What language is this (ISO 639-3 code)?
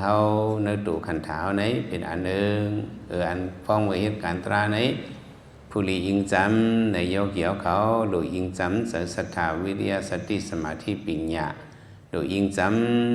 lao